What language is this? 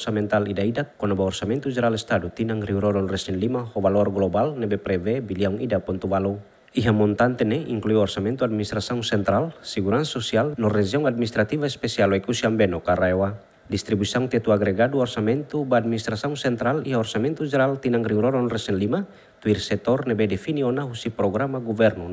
Tetum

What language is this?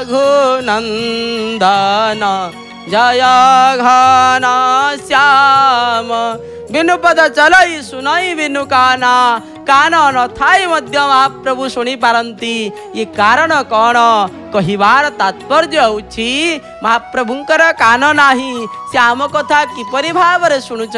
Odia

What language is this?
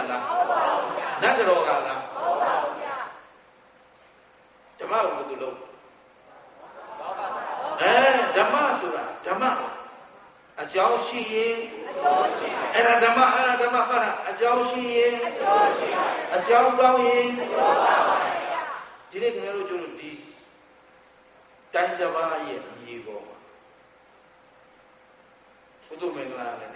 Burmese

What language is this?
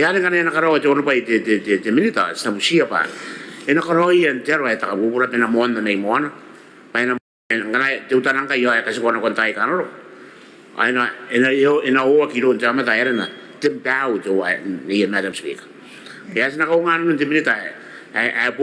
Gilbertese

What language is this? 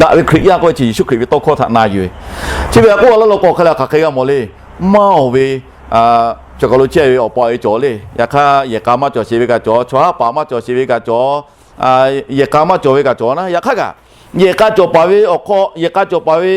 Lahu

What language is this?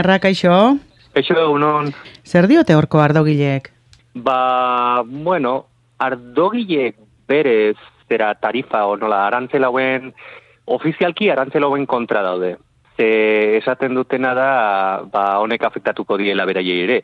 Basque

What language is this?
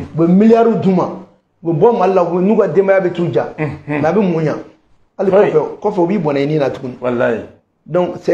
Bambara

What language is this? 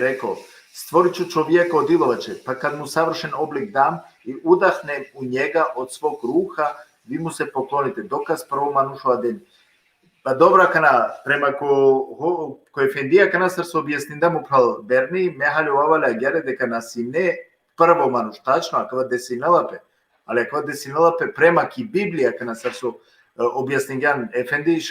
Balkan Romani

